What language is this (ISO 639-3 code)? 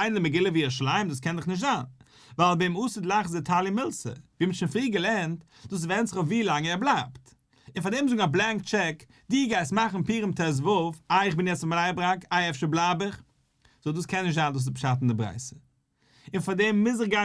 yid